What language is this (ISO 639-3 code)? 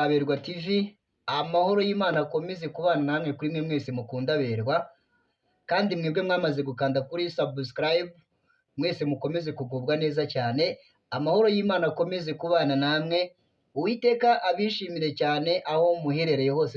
kin